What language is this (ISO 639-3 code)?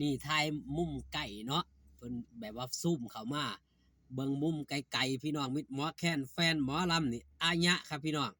tts